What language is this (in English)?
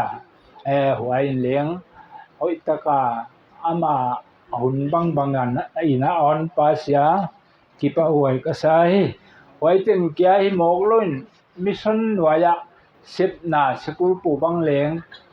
Paite Chin